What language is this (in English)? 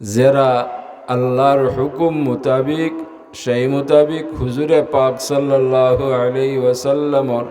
Sylheti